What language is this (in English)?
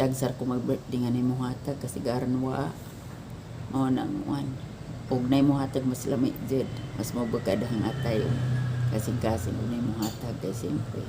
Cebuano